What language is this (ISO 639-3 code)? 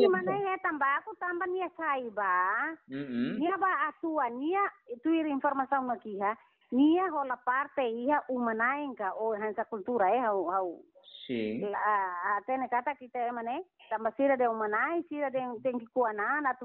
tet